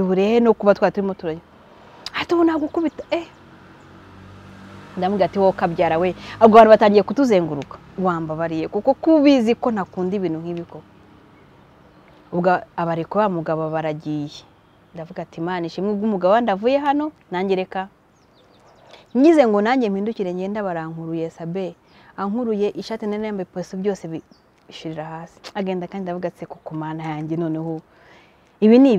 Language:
Kinyarwanda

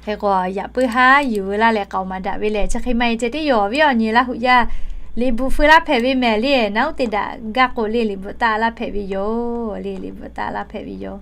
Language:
Lahu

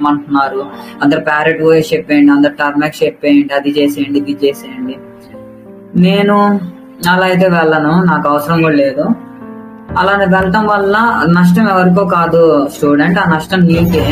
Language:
Telugu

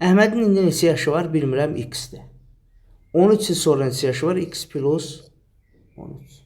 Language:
Azerbaijani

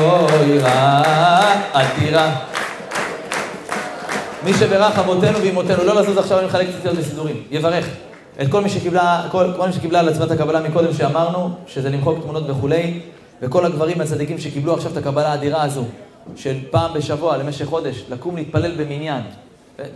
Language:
Hebrew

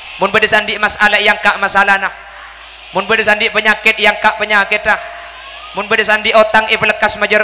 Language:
Madurese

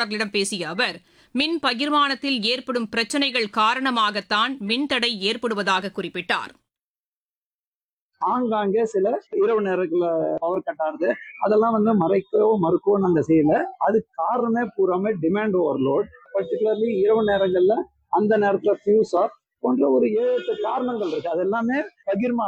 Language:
Tamil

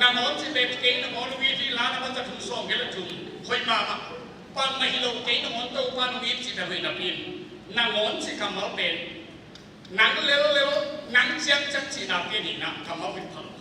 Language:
Tedim Chin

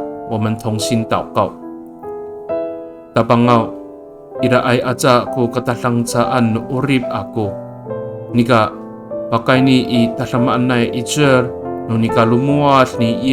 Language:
Amis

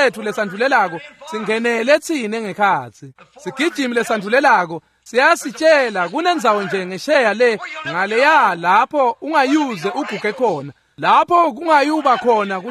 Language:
Swati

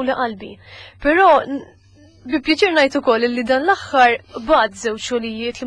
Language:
Maltese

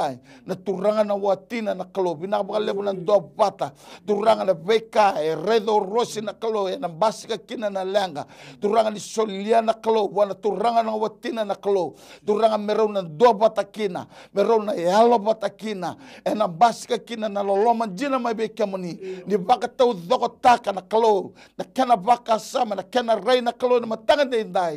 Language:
Fijian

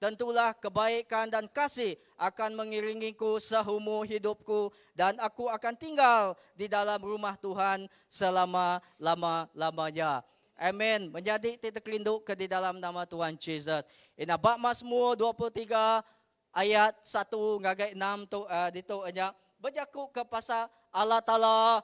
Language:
Iban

